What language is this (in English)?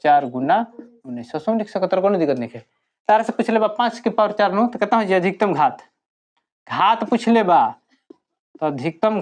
Bhojpuri